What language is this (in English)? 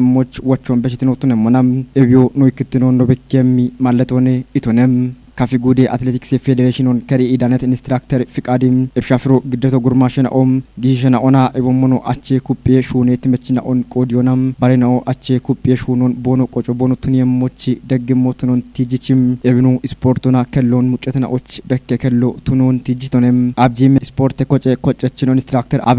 Kafa